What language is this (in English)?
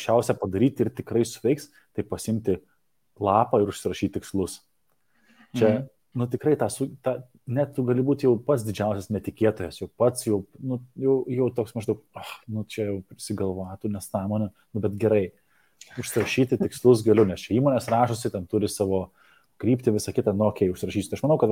Lithuanian